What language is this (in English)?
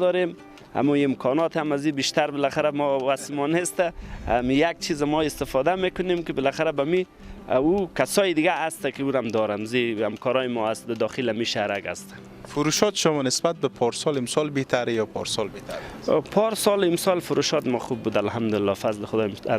Persian